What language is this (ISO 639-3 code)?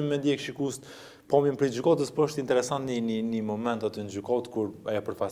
sqi